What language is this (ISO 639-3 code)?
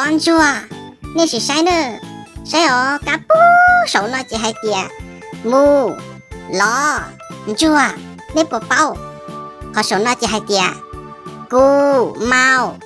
hmn